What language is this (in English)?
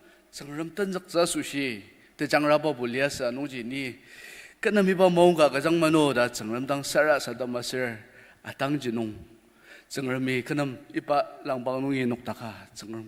Ao Naga